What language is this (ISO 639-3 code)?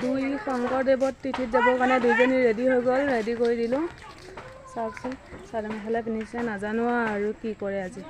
asm